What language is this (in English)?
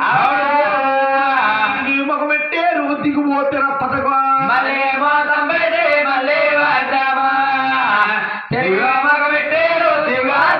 Telugu